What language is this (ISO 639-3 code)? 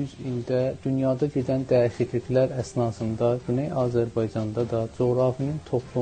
azb